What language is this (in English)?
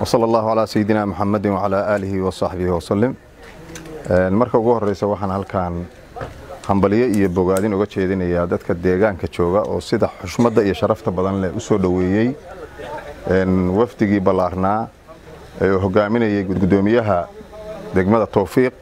Somali